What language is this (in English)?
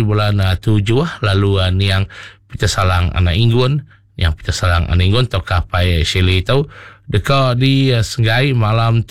Iban